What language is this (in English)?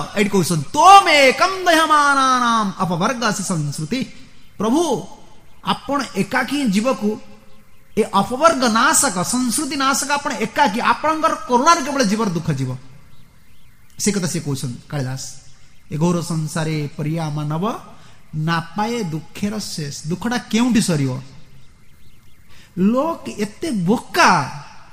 Odia